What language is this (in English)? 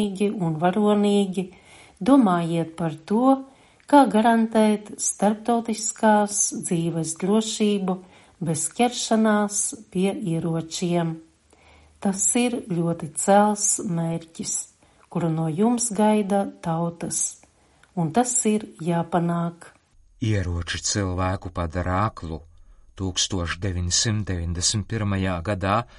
Latvian